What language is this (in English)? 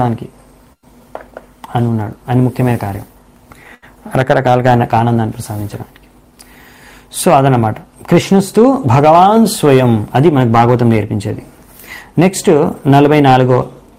Telugu